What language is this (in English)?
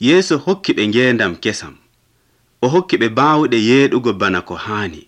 Nigerian Fulfulde